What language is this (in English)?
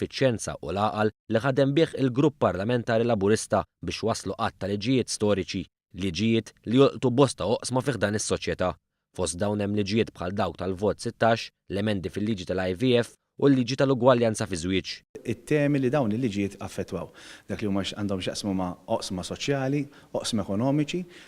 Maltese